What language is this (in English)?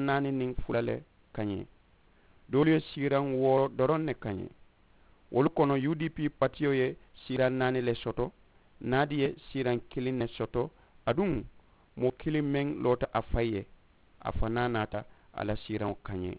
Mandingo